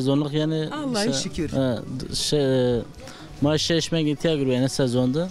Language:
Zaza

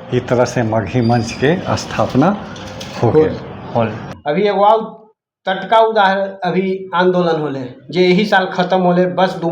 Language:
Magahi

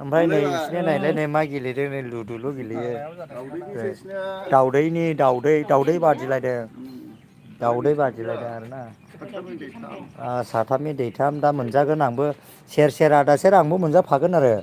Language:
Bodo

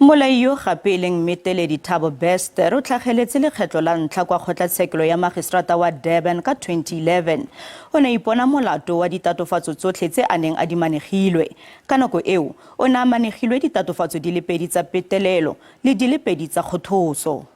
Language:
Tswana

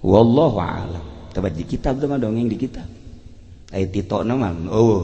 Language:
Sundanese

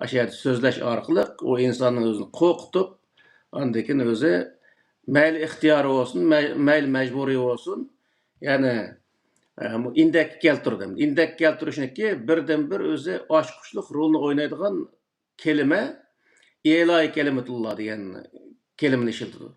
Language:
Uyghur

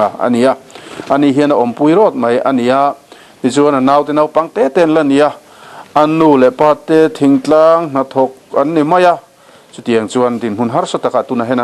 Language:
Mizo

